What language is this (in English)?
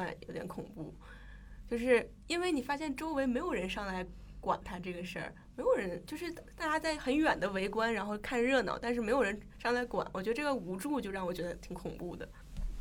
Chinese